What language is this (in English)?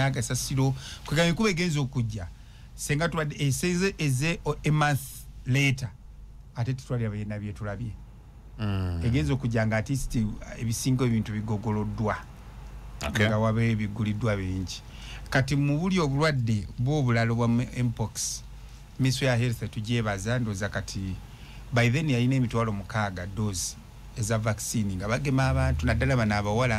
Ganda